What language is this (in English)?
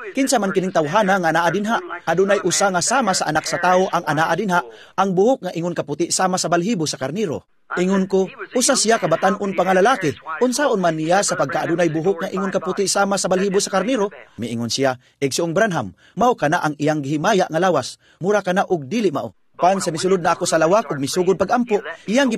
Cebuano